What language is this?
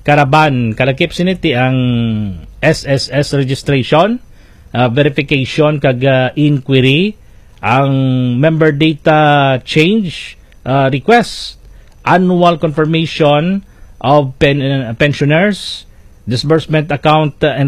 Hiligaynon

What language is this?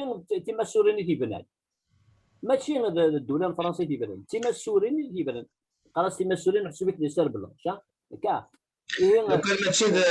Kabyle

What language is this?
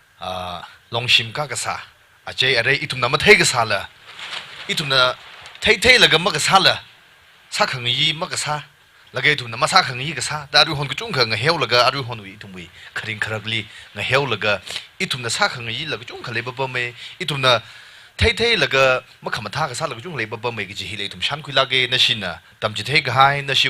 Tangkhul Naga (India)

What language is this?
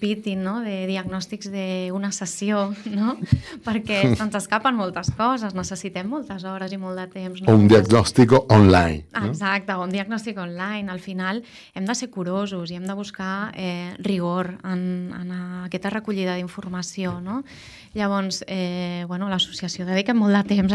Catalan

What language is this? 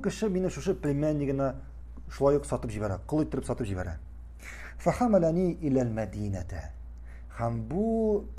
Tatar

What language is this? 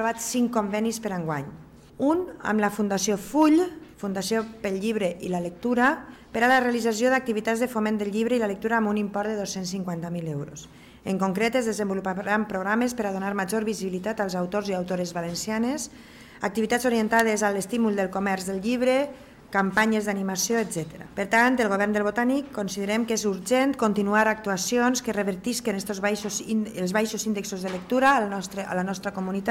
Catalan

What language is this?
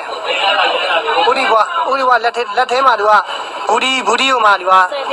Burmese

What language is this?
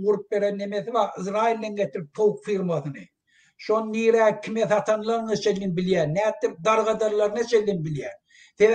Turkmen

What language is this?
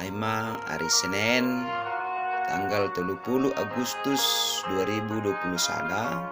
Batak Simalungun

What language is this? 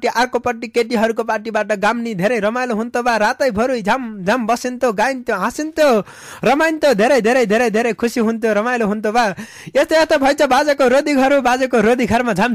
Nepali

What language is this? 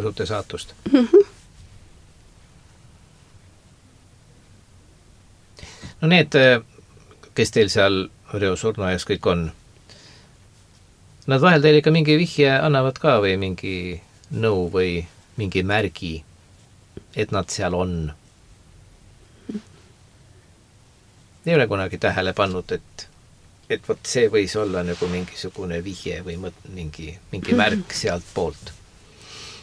Estonian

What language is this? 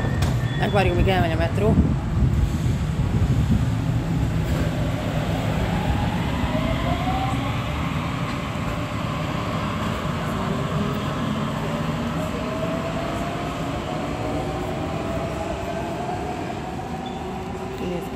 Hungarian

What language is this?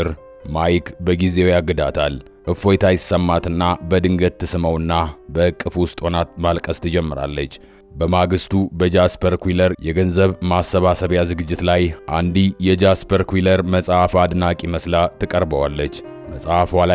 Amharic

